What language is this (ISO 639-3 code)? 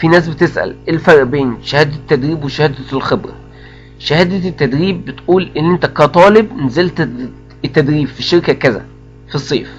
arz